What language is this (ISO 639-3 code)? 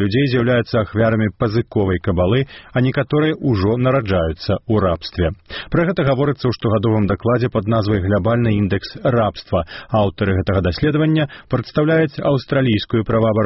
bel